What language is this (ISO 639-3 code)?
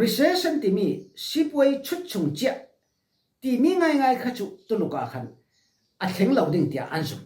cfm